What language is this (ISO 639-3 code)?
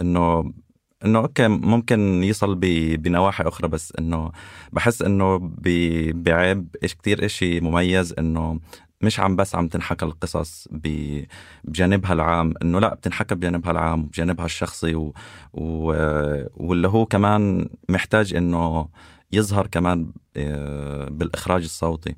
apc